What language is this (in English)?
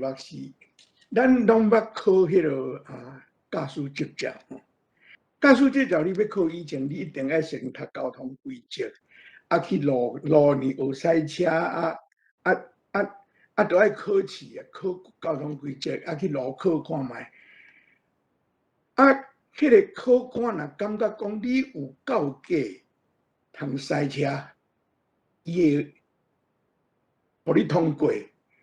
Min Nan Chinese